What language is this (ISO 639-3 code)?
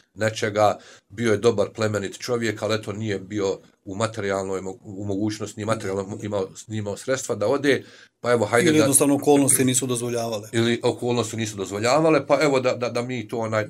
bos